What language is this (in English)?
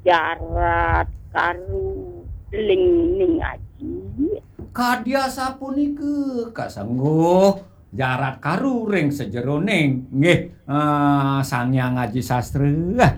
Balinese